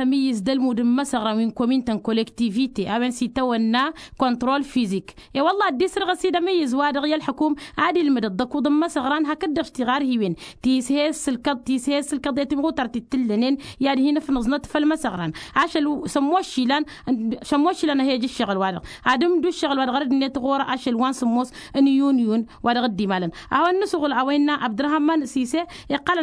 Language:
Tamasheq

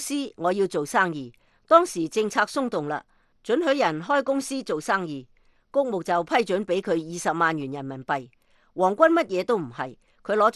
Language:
Cantonese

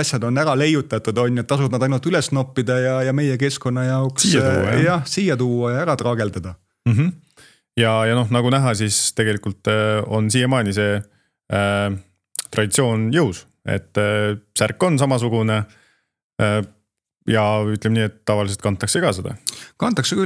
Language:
Estonian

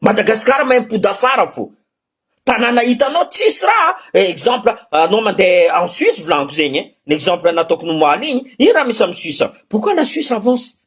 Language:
Malagasy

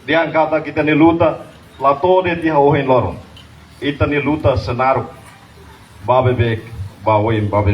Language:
Tetum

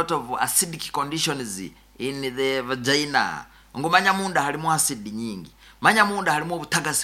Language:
Nyoro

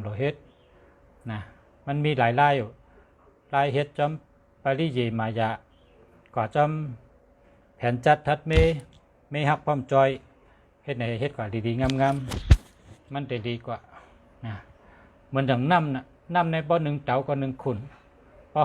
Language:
Shan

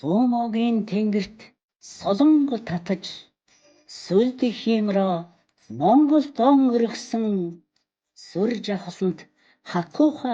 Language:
Mongolian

